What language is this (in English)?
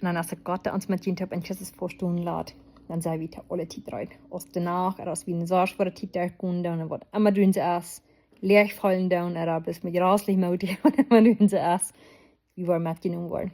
Plautdietsch